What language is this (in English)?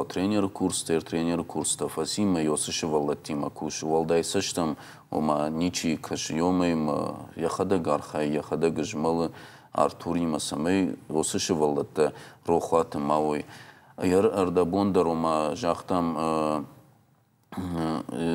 Ossetic